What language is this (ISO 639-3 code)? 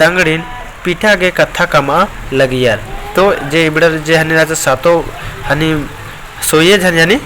kru